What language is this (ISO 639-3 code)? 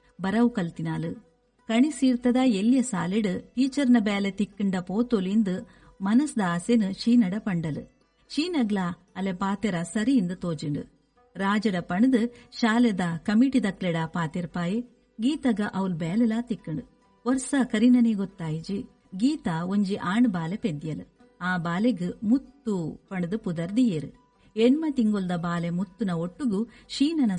tcy